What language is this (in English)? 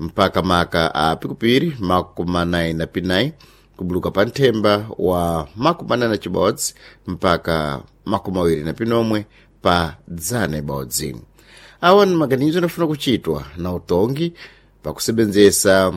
Sena